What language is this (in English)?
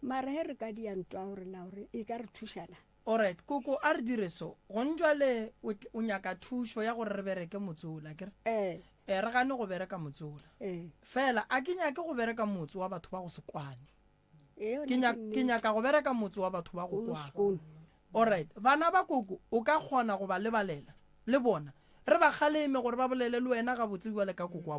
Northern Sotho